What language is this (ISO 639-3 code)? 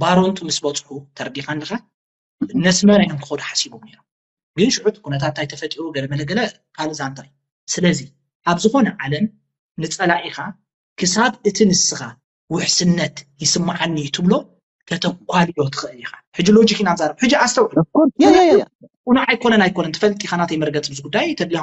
tir